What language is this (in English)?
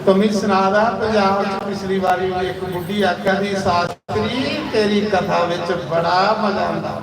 Dogri